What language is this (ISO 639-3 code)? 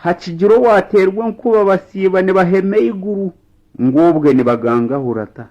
nyn